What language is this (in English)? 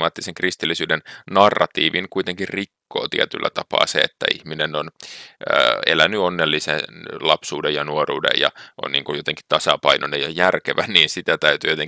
Finnish